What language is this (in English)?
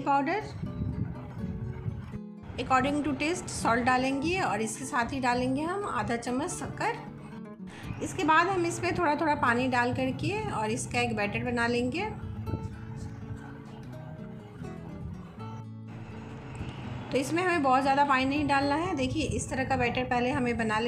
Hindi